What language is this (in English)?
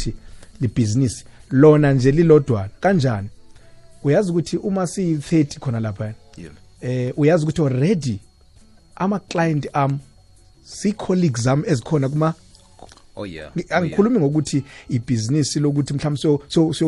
South Ndebele